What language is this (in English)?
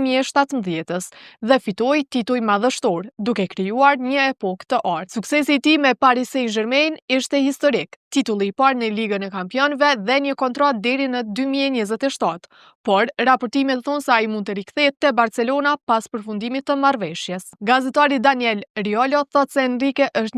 Albanian